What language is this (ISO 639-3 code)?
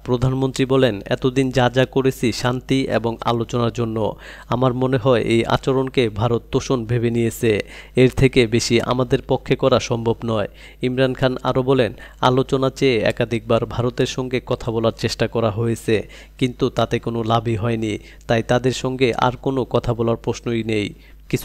ben